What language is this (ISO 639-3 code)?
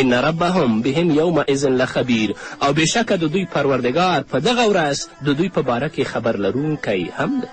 pus